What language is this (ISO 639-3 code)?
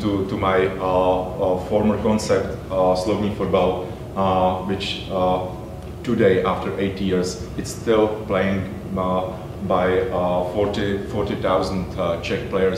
eng